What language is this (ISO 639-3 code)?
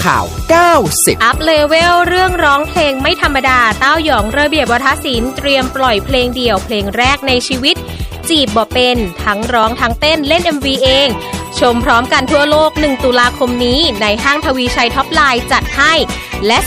tha